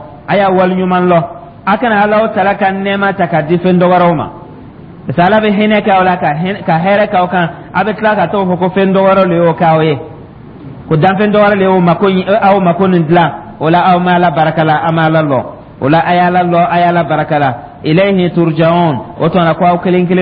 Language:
Dyula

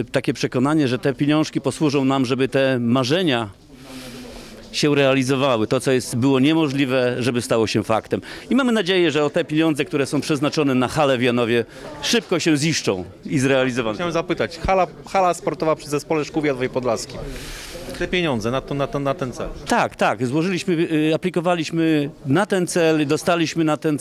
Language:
Polish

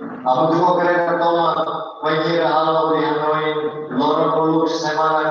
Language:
Tetum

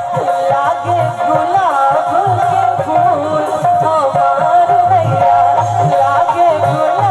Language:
Maithili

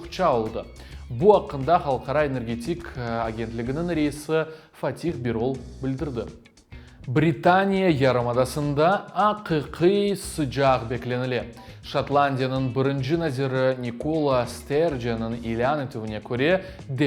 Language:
Crimean Tatar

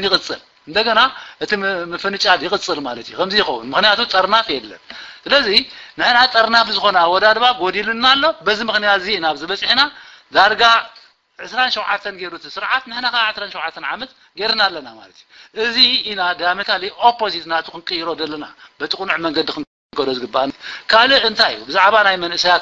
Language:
Tigrinya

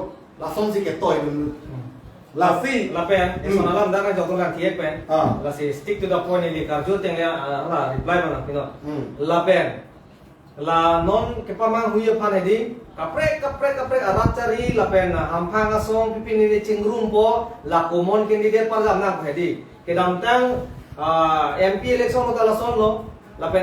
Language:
Karbi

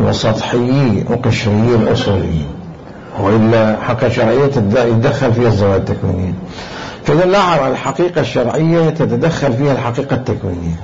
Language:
Mesopotamian Arabic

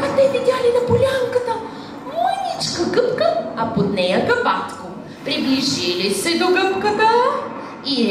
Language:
Bulgarian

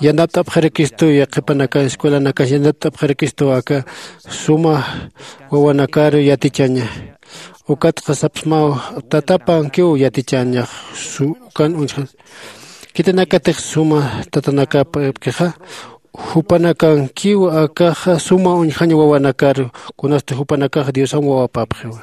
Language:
Aymara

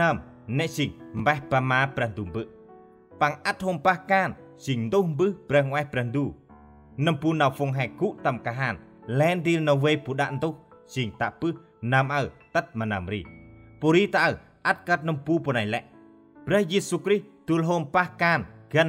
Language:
Central Mnong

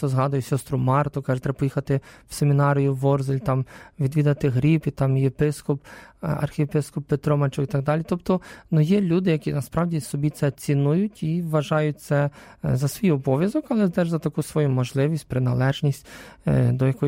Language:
Ukrainian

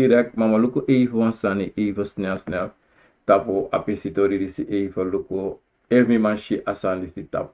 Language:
Sranan Tongo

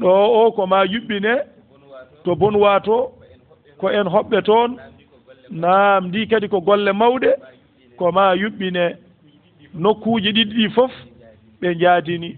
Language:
Fula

